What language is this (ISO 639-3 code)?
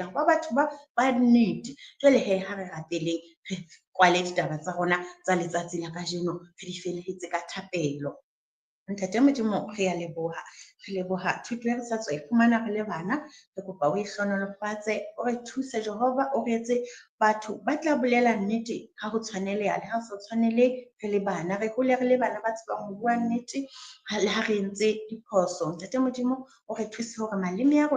sot